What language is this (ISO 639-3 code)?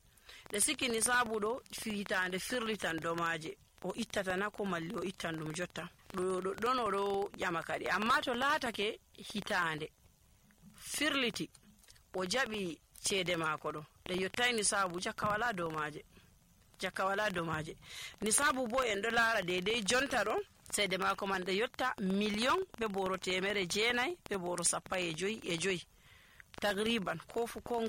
fuv